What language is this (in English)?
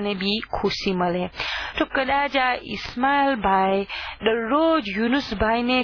Gujarati